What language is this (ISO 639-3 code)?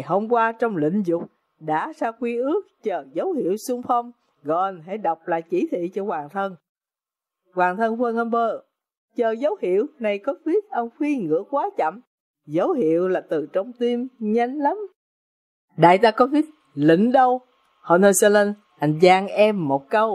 vie